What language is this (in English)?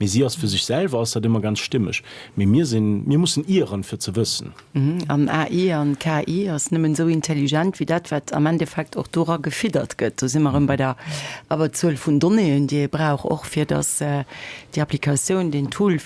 Luxembourgish